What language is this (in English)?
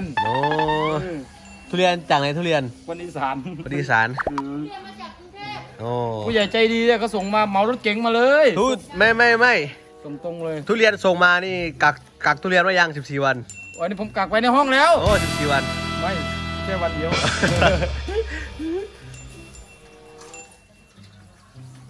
Thai